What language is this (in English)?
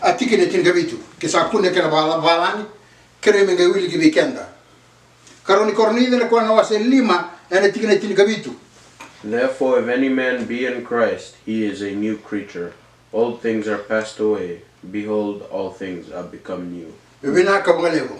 Fijian